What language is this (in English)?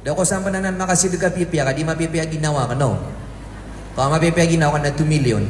Maranao